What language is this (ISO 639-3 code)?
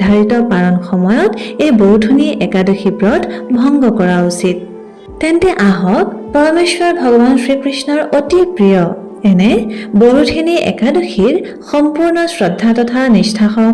asm